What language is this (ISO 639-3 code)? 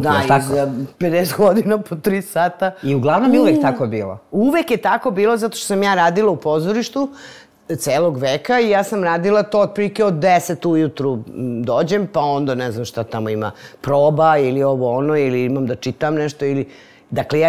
srp